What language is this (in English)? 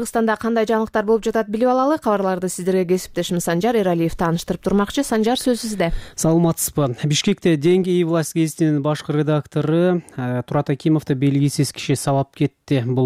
Kyrgyz